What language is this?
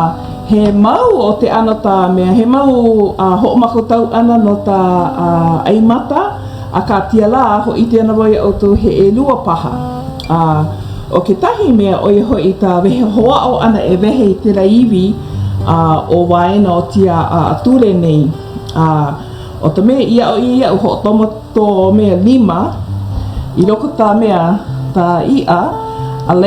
Hawaiian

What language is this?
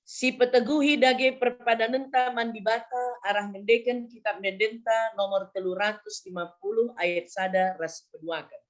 Batak Karo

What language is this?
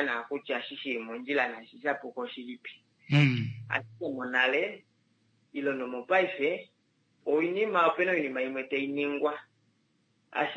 Kuanyama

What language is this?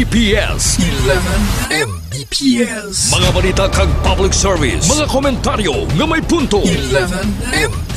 Hiligaynon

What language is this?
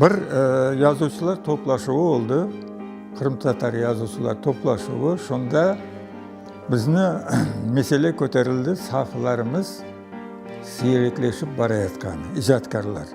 Crimean Tatar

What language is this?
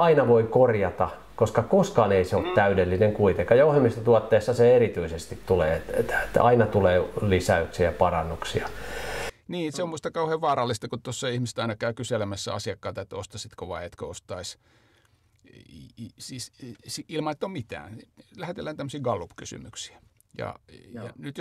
Finnish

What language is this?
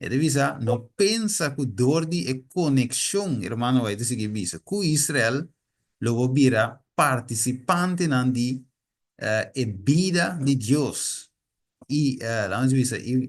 Papiamento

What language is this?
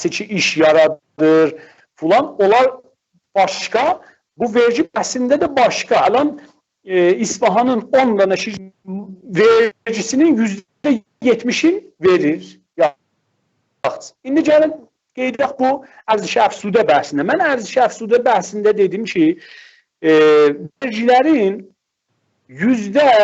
South Azerbaijani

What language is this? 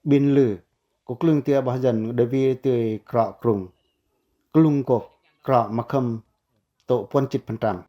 Pacoh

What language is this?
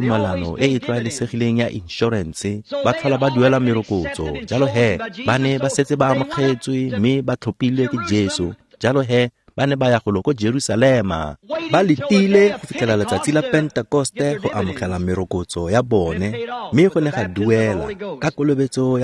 Tswana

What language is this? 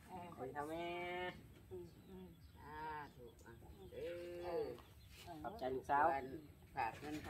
Thai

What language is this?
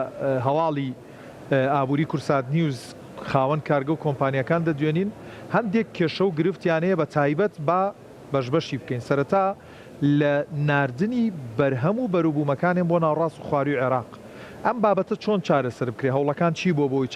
Central Kurdish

